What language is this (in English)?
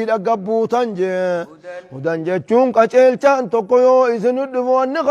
Oromo